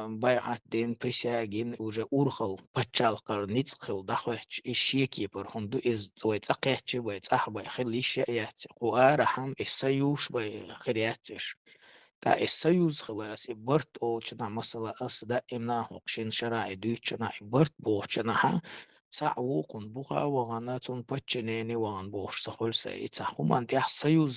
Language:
Chechen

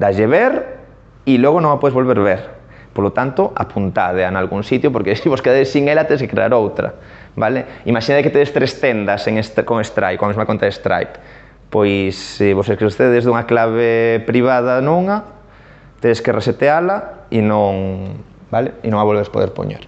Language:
Galician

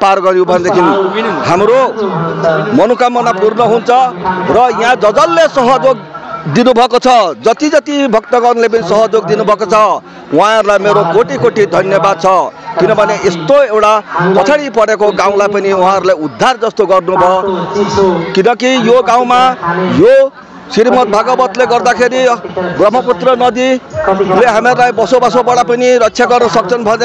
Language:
Nepali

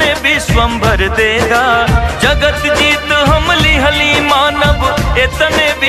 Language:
Bhojpuri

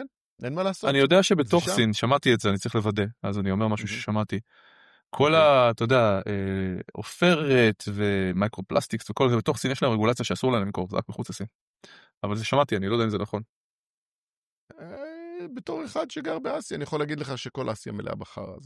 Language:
Hebrew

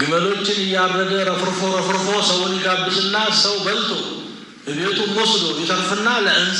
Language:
Amharic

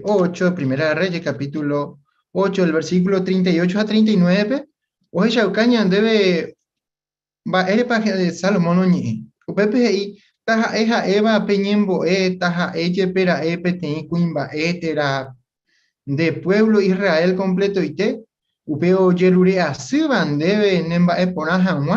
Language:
Guarani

